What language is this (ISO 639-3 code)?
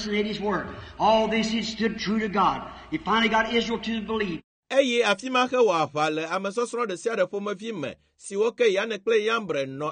ewe